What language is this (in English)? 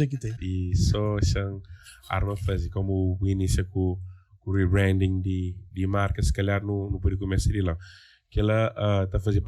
Kabuverdianu